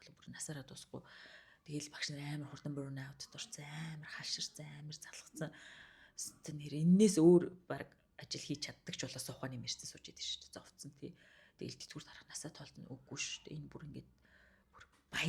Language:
Mongolian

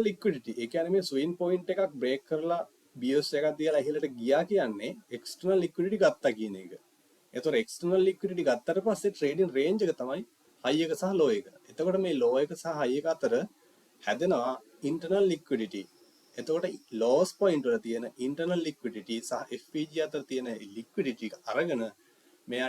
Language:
Sinhala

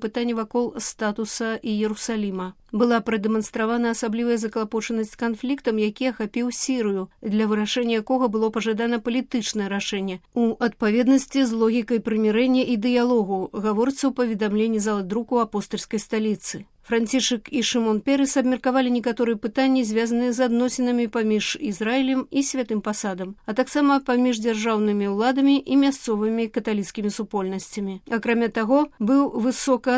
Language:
Belarusian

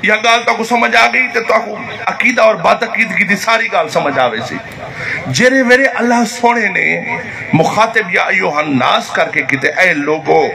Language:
Saraiki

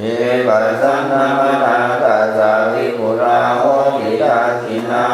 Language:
Pali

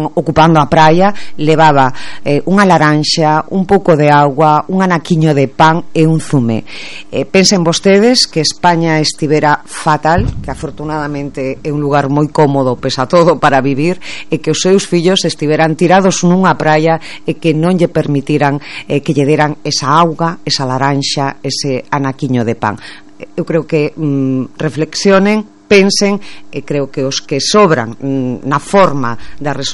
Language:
Galician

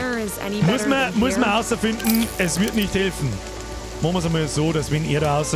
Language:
Bavarian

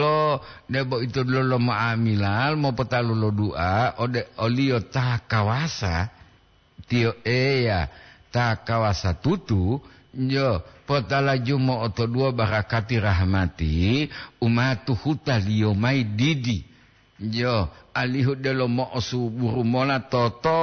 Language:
Gorontalo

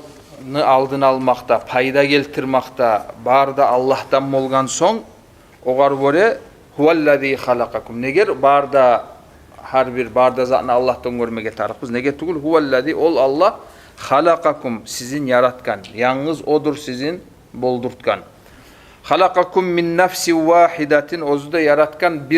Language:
Kumyk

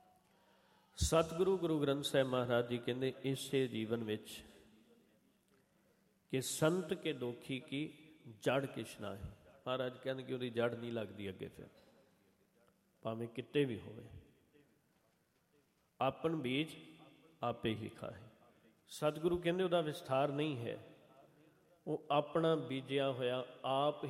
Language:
Punjabi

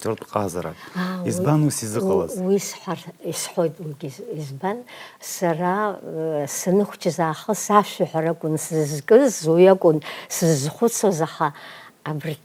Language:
Abkhazian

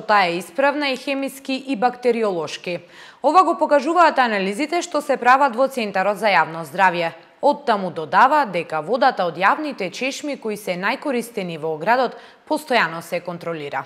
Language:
Macedonian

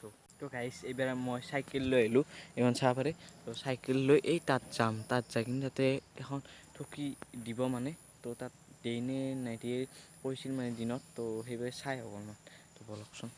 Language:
Assamese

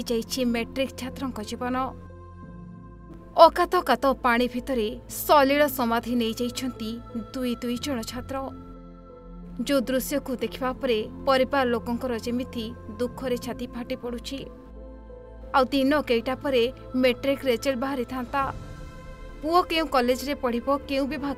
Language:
Odia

